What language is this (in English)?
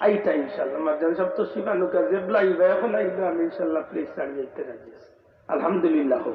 Sylheti